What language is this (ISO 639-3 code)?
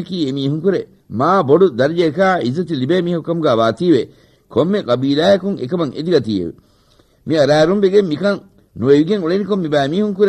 div